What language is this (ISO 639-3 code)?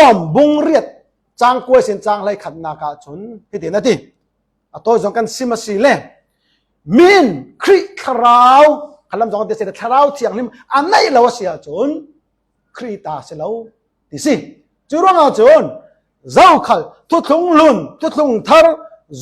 cfm